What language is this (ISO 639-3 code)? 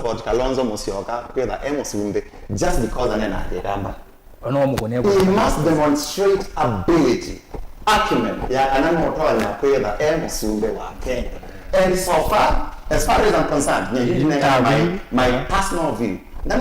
kam